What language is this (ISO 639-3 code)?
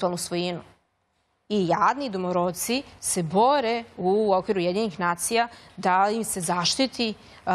srp